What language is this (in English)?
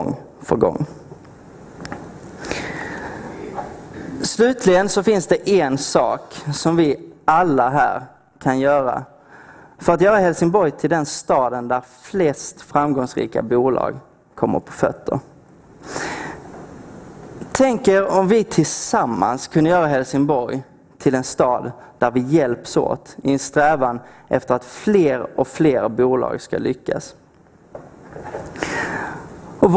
Swedish